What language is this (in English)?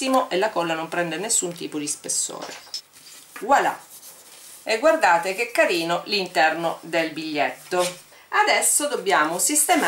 Italian